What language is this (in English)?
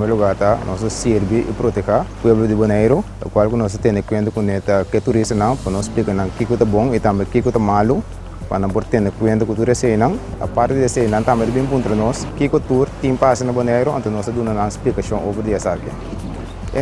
Papiamento